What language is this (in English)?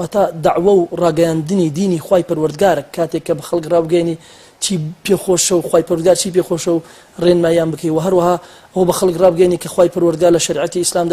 Central Kurdish